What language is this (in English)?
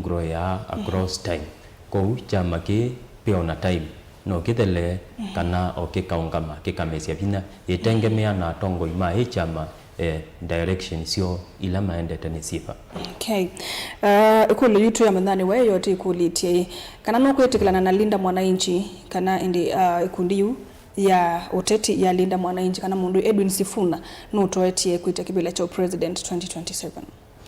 Kamba